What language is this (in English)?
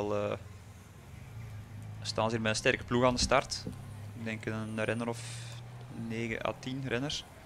Dutch